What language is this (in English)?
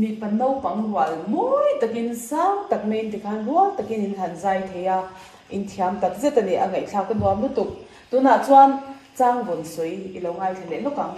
Mizo